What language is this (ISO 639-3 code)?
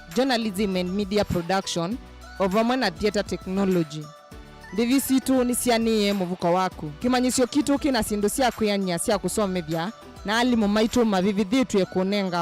kam